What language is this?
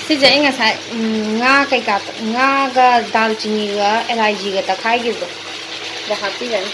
Manipuri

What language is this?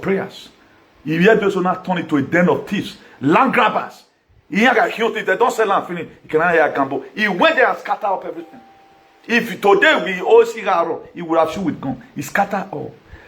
Nigerian Pidgin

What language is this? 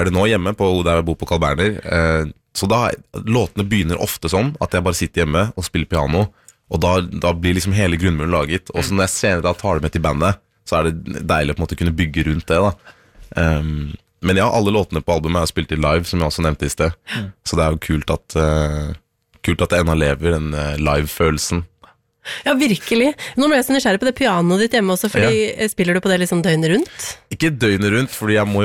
Norwegian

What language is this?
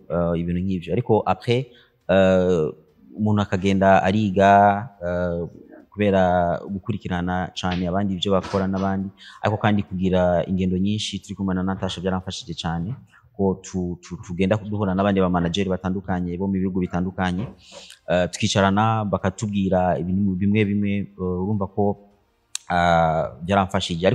Rundi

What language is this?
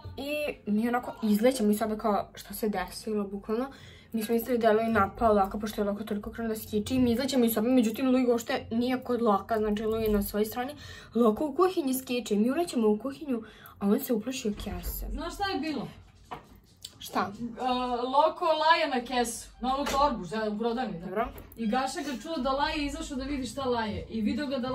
Serbian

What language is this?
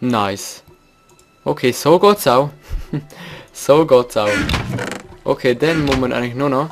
Swiss German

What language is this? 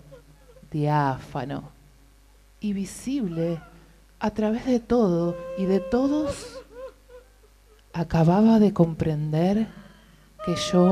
Spanish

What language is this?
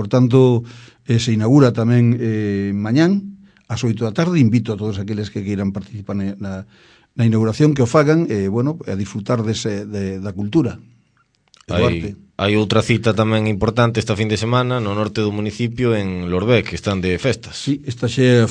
Galician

